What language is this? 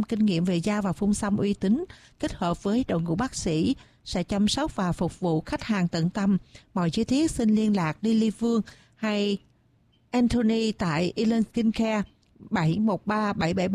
Vietnamese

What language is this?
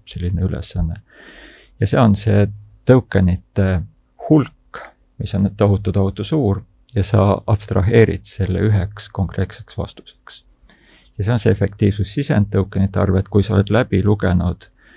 Estonian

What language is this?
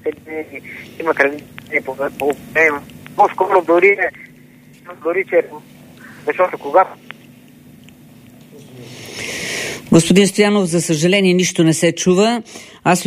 Bulgarian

